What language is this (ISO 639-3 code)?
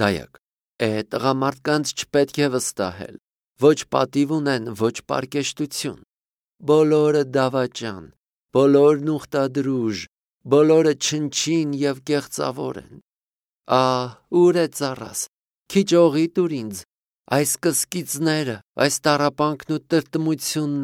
hye